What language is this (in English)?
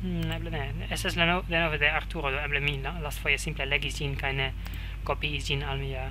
Esperanto